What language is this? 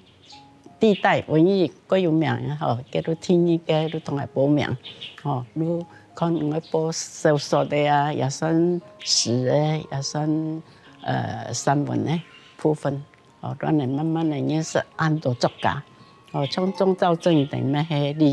Hakka Chinese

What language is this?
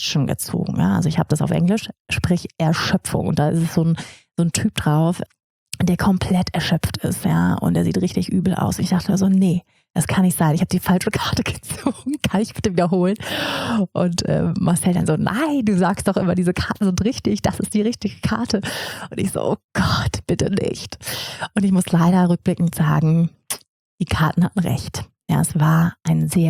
German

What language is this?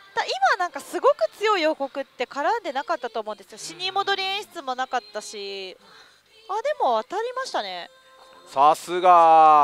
Japanese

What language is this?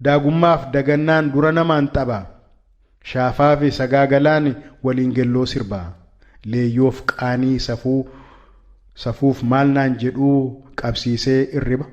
Oromo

